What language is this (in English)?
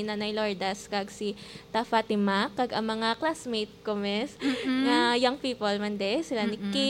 Hiligaynon